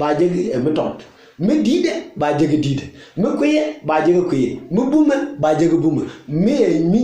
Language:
Nuer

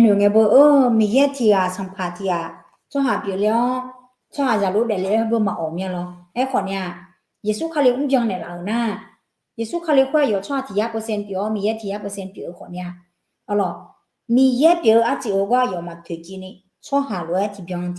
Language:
Akha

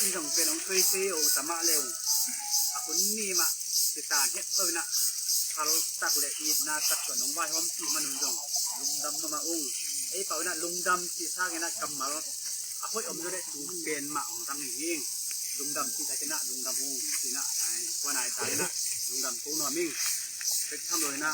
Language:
Tedim Chin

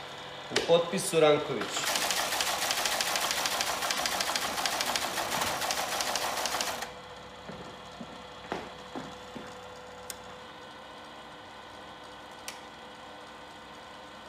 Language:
Croatian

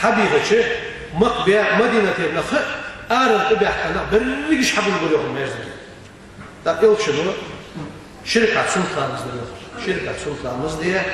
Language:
Ingush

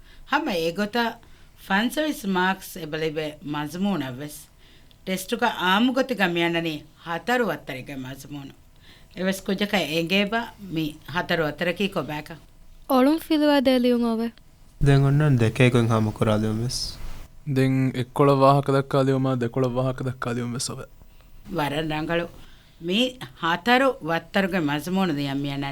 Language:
Divehi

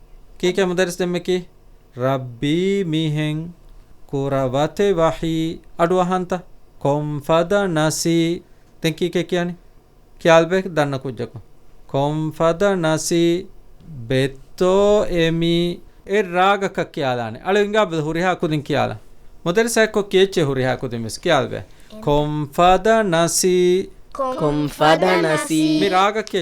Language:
Divehi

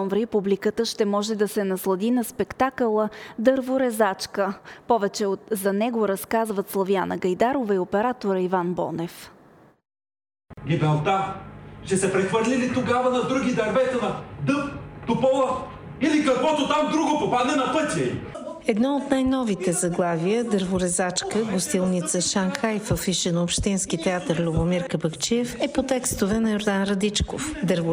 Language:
Bulgarian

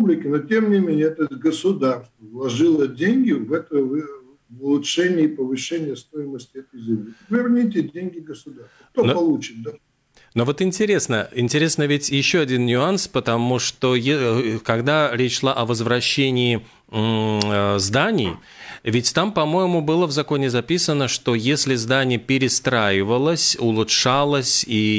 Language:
Russian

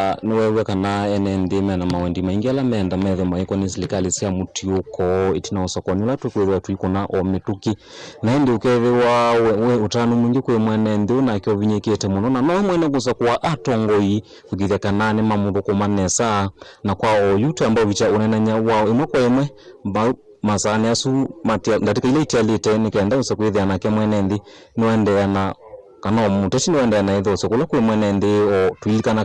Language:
Kamba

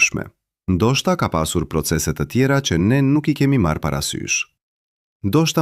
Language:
Albanian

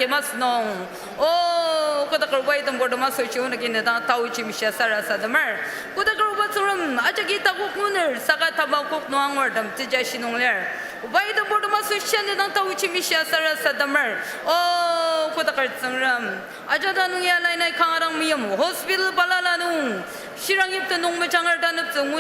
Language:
Ao Naga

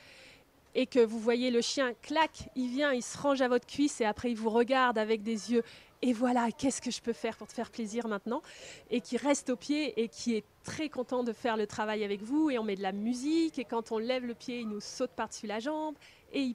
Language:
French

